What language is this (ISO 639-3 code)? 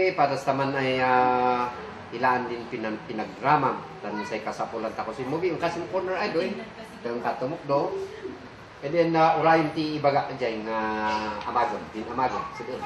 kne